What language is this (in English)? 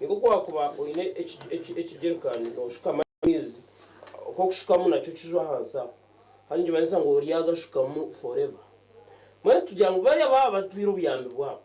Nyankole